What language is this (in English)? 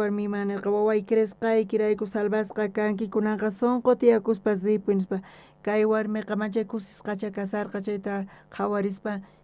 South Bolivian Quechua